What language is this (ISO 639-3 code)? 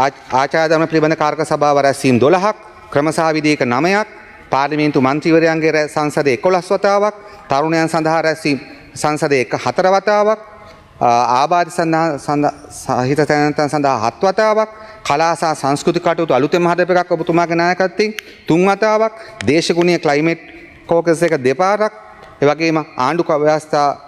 sin